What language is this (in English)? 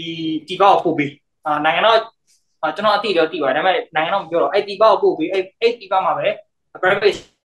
Burmese